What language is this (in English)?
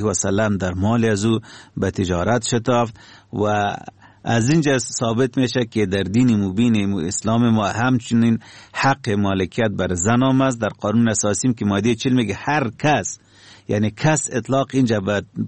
Persian